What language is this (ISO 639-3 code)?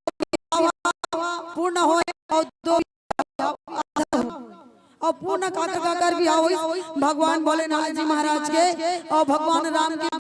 hne